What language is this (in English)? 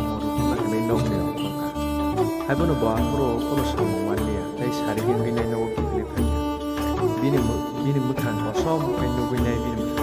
Kok Borok